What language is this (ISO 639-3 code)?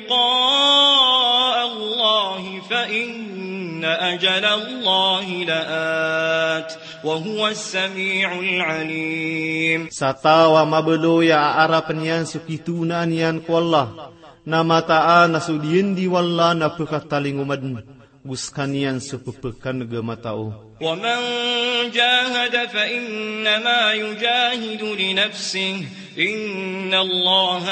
mrw